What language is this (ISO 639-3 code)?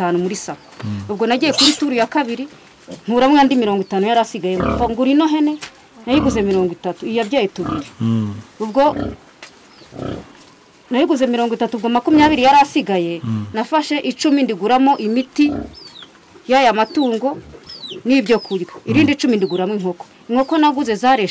kin